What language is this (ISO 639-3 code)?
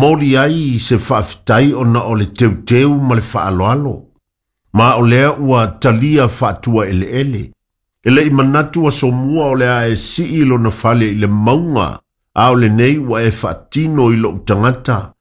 smo